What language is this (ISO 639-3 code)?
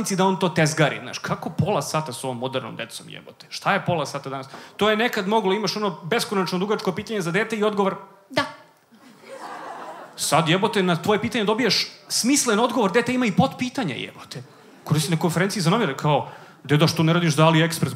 srp